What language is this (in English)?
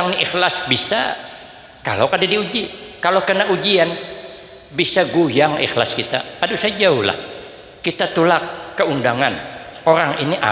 Banjar